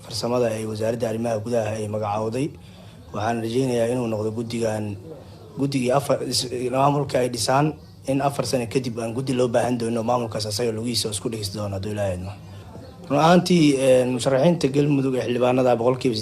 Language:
Somali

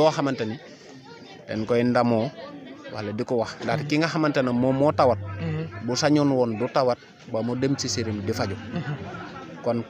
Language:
Wolof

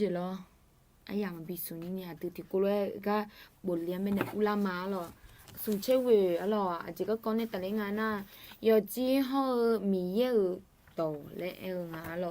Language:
Akha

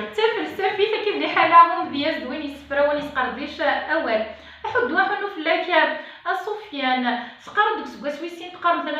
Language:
Kabyle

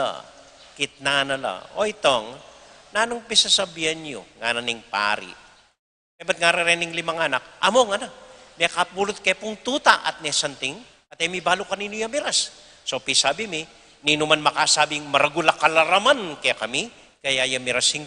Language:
Pampanga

